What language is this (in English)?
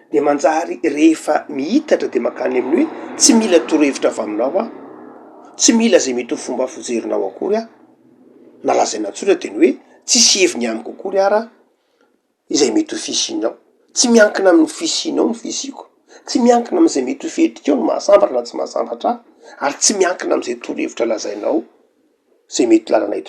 Malagasy